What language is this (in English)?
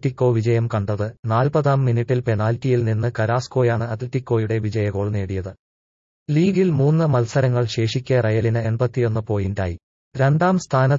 Malayalam